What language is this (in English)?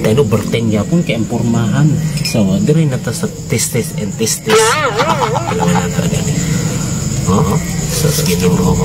Cebuano